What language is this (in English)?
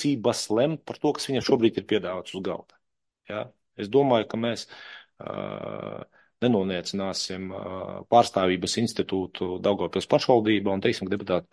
Latvian